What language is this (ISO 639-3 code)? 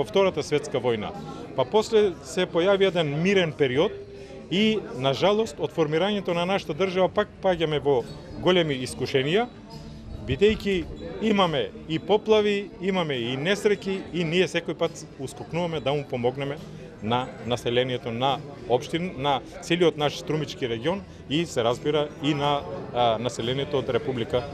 mkd